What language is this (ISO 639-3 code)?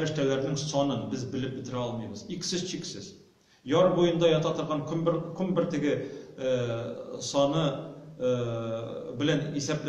tat